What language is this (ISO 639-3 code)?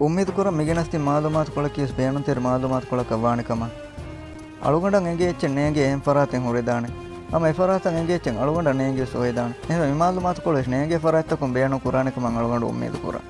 div